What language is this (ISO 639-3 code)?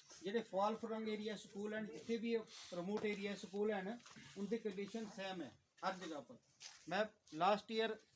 doi